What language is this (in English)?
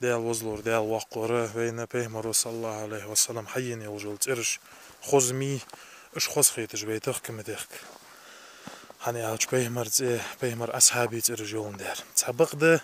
Ingush